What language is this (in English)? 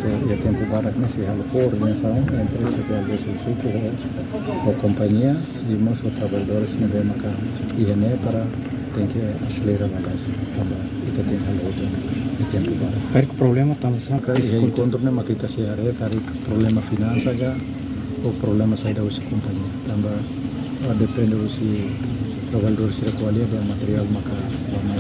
Tetum